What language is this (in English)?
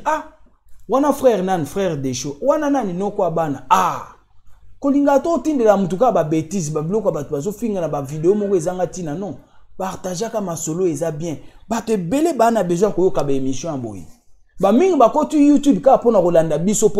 Lingala